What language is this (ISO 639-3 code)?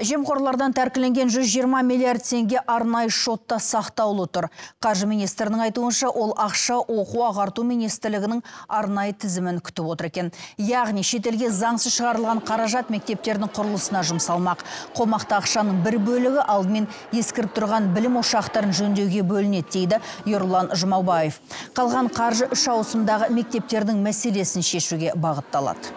kaz